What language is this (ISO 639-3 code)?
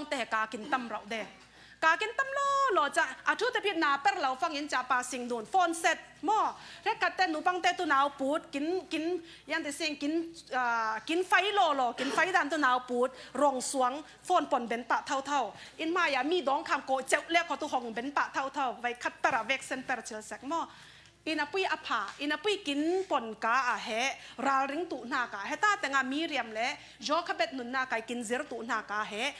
cfm